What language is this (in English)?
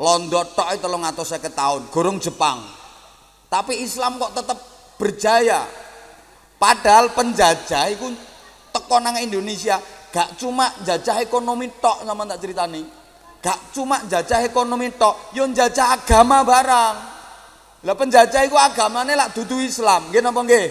Javanese